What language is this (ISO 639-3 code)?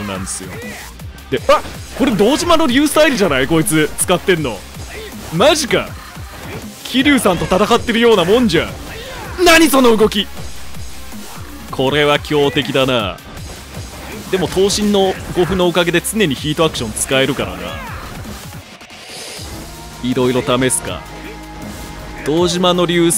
jpn